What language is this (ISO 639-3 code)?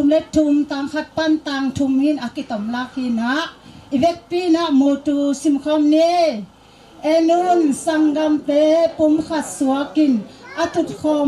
ctd